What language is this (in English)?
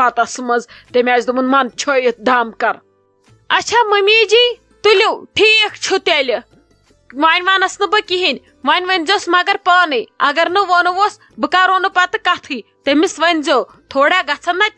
Kashmiri